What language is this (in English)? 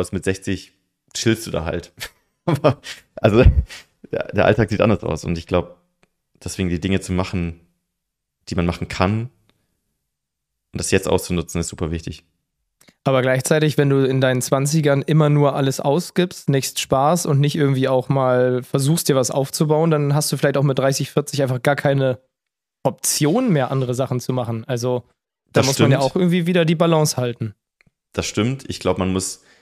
German